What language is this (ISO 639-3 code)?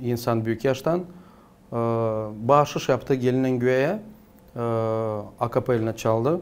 gag